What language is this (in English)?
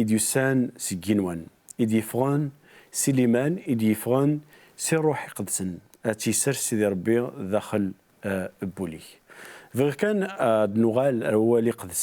Kabyle